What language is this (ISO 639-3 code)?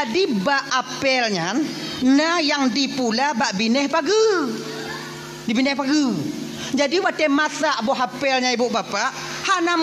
ace